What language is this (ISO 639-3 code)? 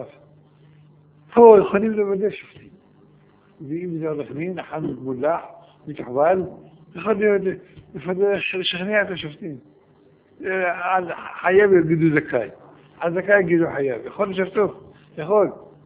heb